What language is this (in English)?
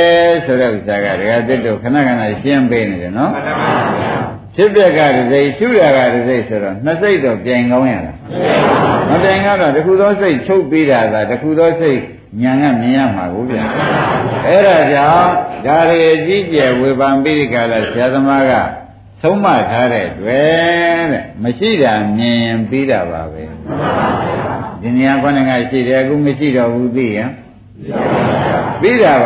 Burmese